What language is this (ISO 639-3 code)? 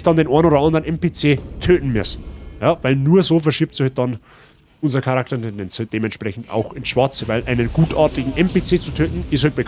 bar